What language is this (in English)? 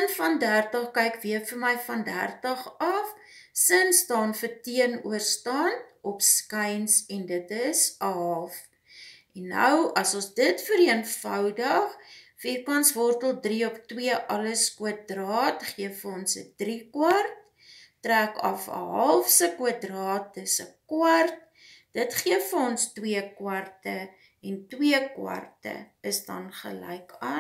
Afrikaans